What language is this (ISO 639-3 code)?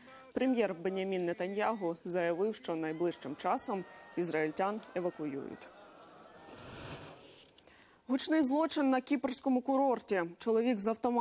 ukr